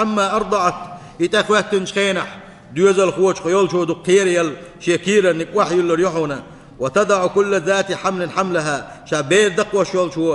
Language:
Chechen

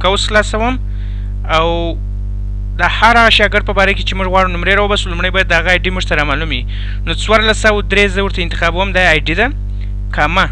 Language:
Pashto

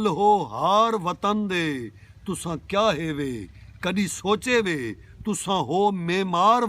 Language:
Saraiki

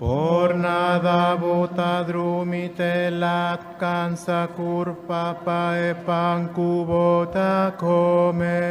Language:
Papiamento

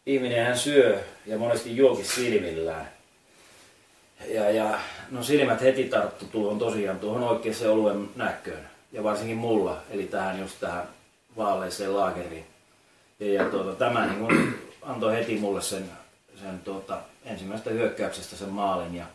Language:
Finnish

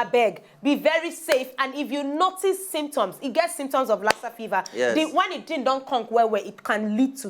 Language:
Nigerian Pidgin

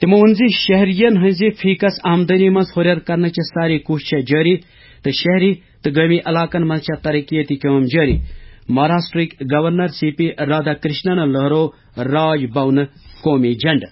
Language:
Kashmiri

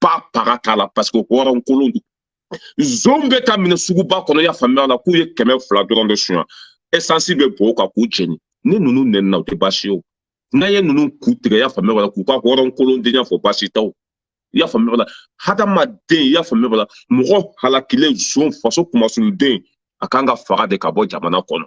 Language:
Bambara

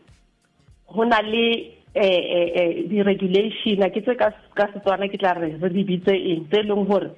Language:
Southern Sotho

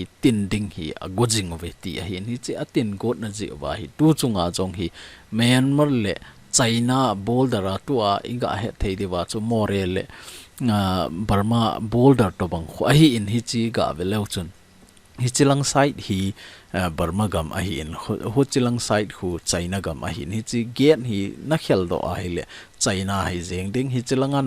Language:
Thado Chin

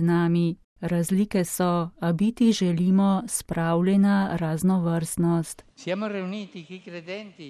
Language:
Slovenian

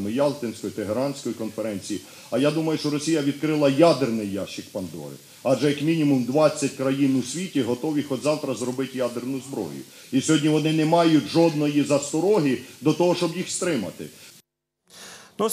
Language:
Ukrainian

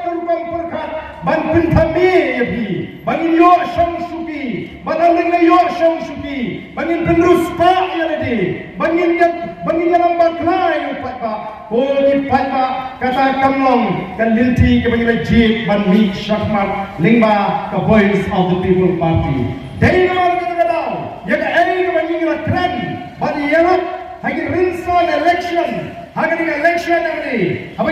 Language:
Khasi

